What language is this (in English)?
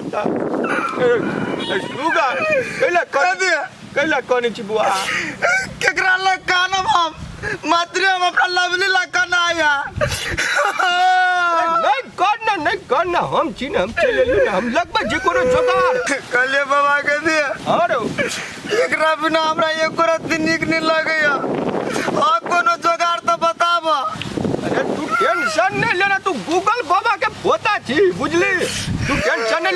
Maithili